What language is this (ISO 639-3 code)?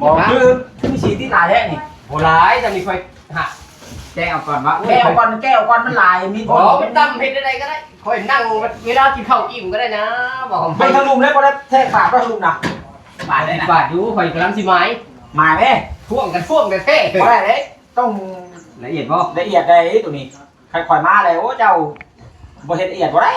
tts